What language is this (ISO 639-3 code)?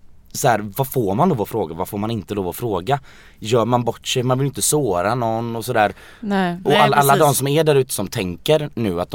swe